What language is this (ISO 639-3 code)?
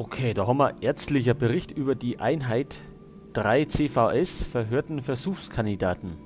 bar